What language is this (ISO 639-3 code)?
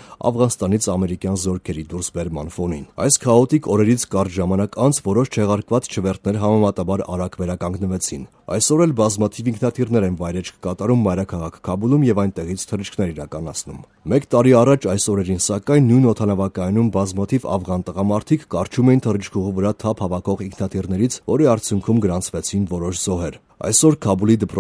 hye